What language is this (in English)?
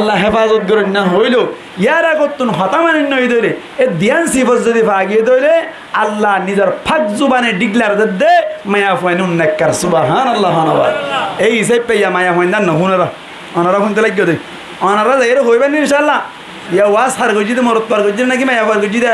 Rohingya